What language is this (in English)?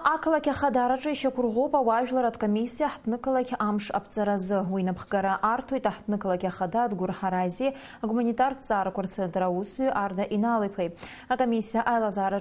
Abkhazian